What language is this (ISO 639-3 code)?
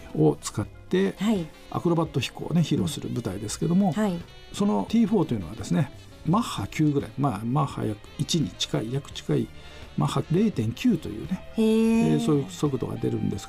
jpn